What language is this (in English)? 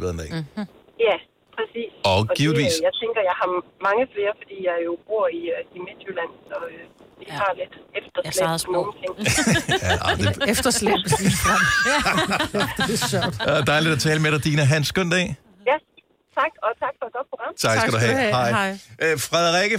Danish